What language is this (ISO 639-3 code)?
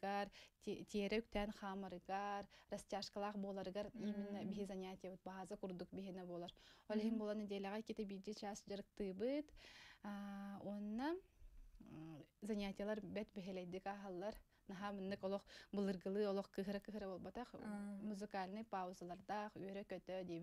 sah